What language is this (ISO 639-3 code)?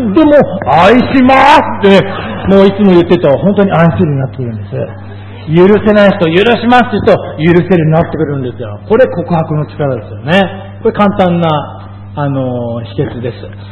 jpn